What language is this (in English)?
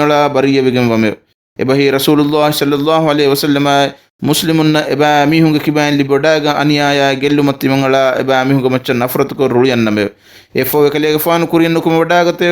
Divehi